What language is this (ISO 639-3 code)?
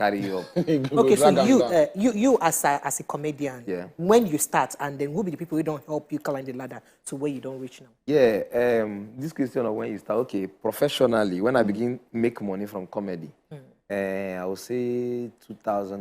pcm